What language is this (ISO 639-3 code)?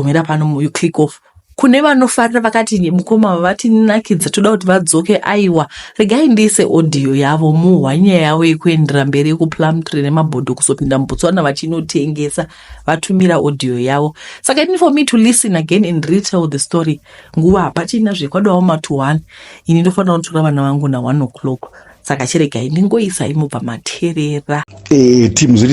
sna